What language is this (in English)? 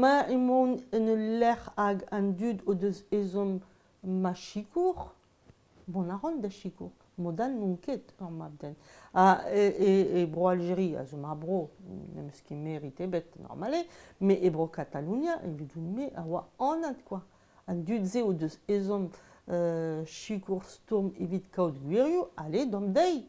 Breton